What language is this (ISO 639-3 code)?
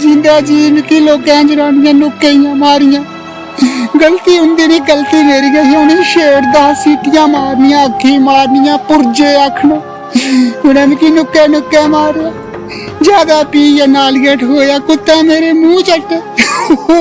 doi